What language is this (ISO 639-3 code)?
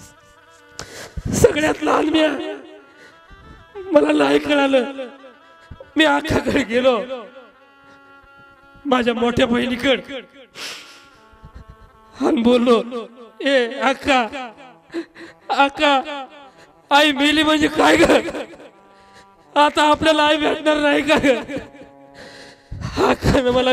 mar